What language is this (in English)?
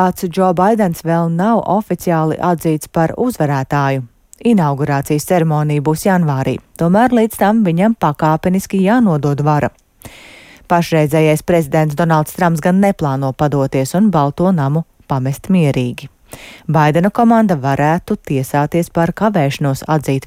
Latvian